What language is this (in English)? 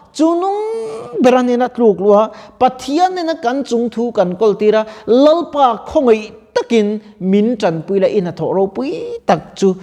Mizo